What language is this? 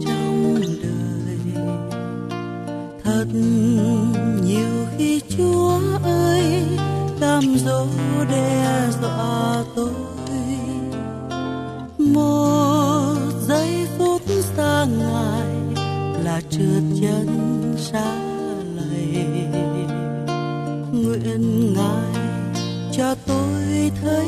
Vietnamese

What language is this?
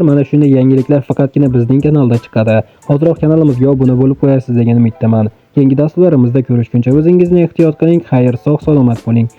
Uzbek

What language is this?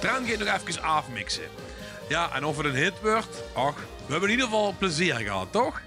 Limburgish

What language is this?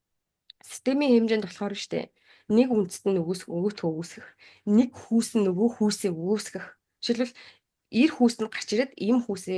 Mongolian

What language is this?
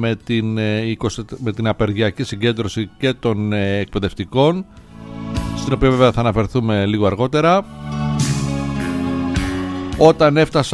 Greek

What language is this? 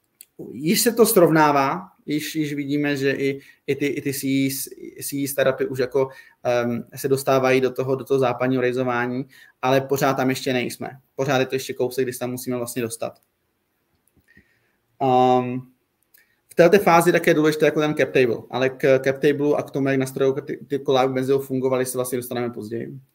Czech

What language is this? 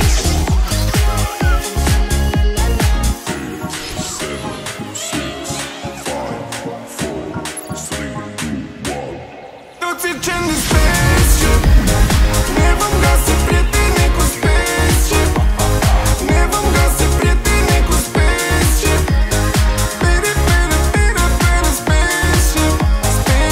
Romanian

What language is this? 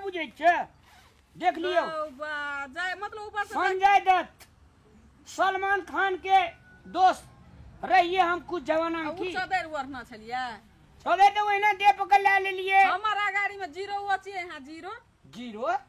Maithili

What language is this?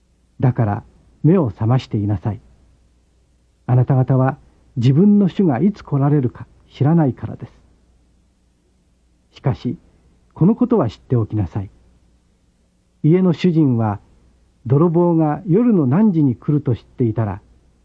Japanese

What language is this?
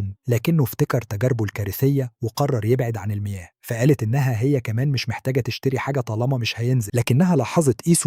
Egyptian Arabic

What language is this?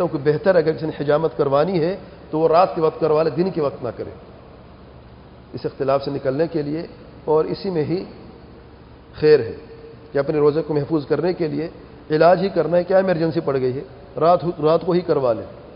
Urdu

